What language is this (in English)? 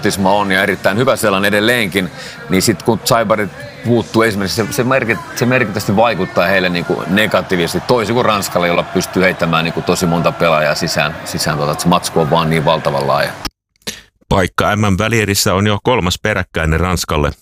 Finnish